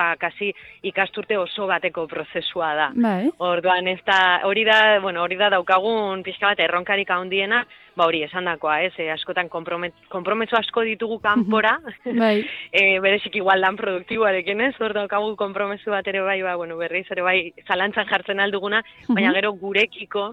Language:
Basque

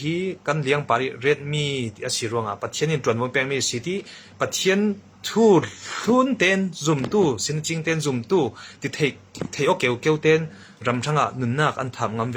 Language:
Hakha Chin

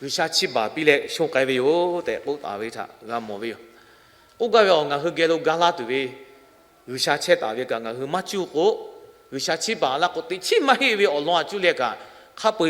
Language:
Lahu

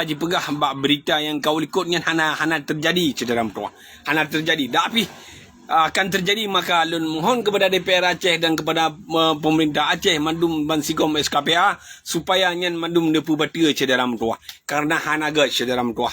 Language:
Achinese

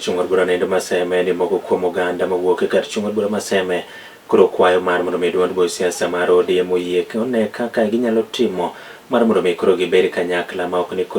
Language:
Luo (Kenya and Tanzania)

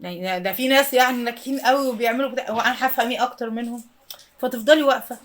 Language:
Egyptian Arabic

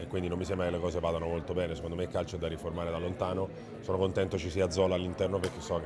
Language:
Italian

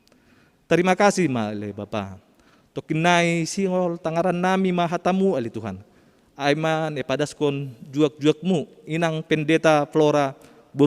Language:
Batak Simalungun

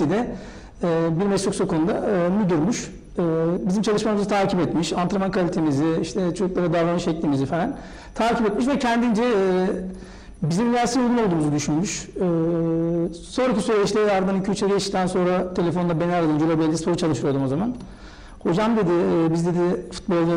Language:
Turkish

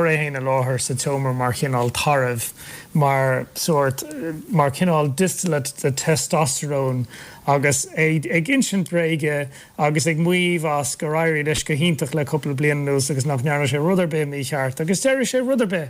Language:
Irish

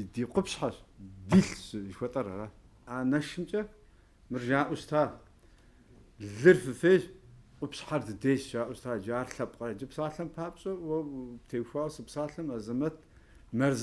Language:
Kabardian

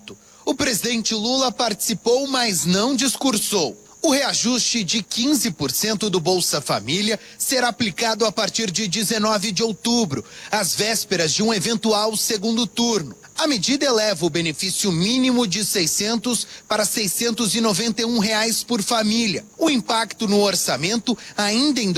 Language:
Portuguese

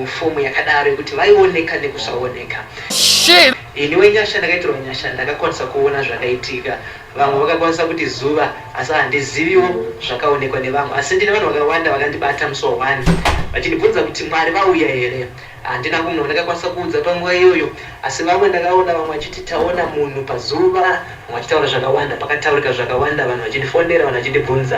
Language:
Shona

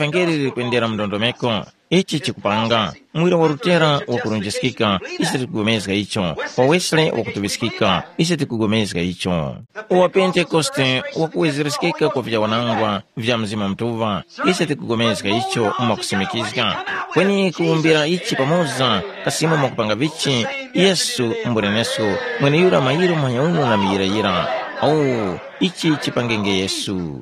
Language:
Tumbuka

